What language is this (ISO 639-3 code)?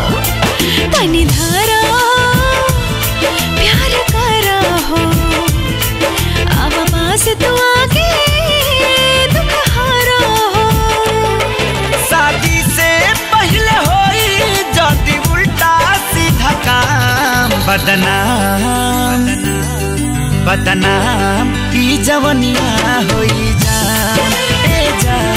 bho